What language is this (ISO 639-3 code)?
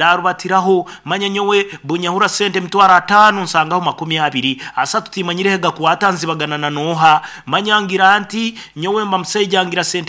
nyn